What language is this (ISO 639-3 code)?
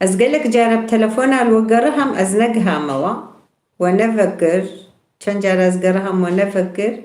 kur